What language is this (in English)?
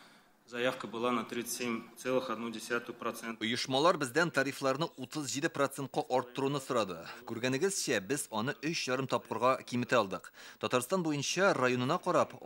Tatar